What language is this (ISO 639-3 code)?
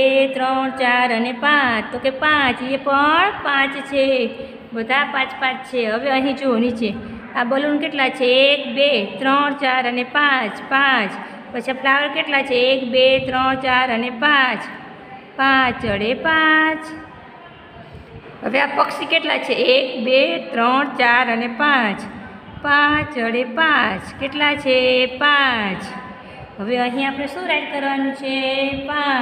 guj